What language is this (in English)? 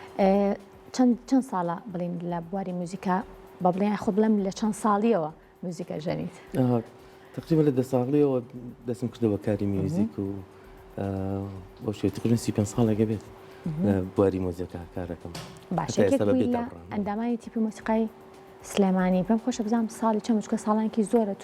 Central Kurdish